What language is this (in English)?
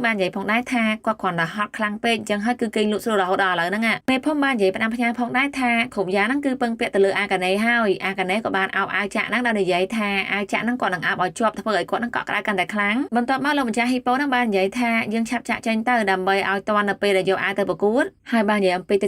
Khmer